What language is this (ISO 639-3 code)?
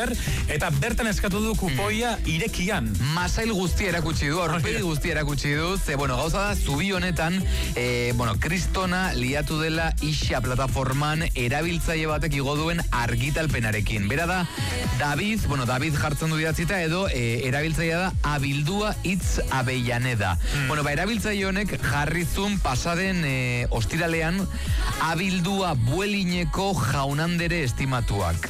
eus